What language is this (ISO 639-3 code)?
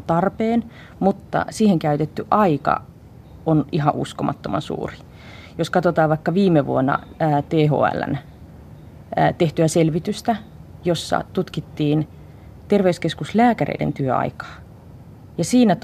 fin